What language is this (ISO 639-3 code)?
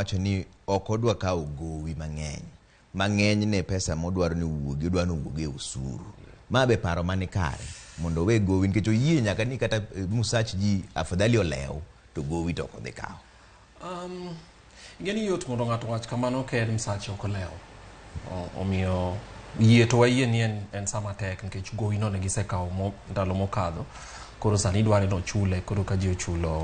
luo